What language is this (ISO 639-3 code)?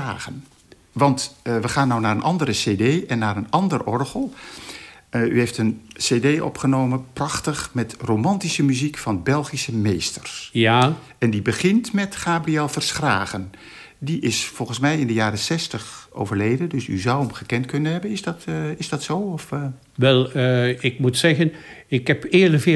nld